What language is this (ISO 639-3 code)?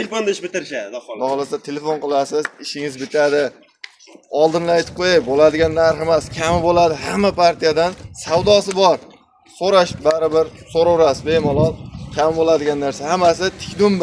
uzb